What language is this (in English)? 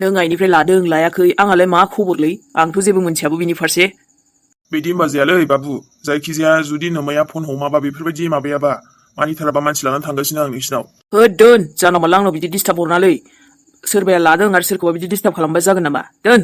Bodo